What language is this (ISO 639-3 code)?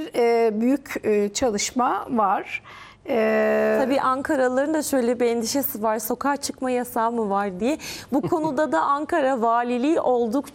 tur